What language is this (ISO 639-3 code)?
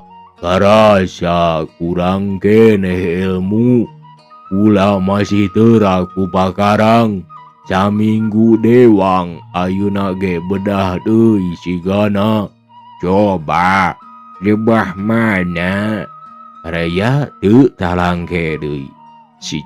sun